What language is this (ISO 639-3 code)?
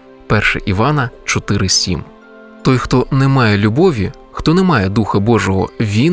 ukr